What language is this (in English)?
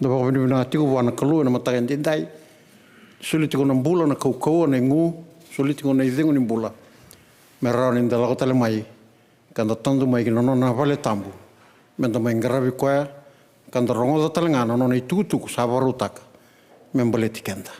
Fijian